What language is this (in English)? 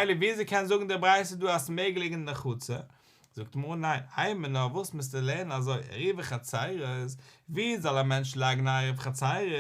Yiddish